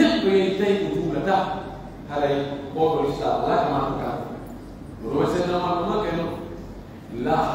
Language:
Pular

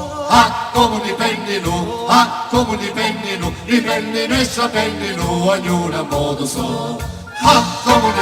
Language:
Sicilian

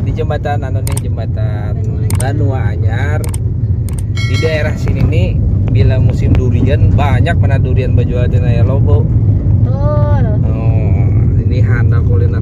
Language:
Banjar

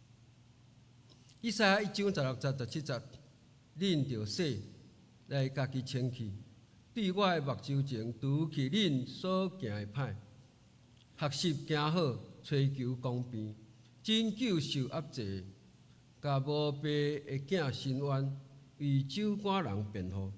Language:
Min Nan Chinese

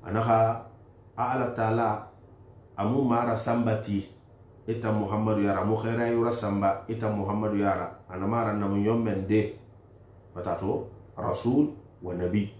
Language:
Susu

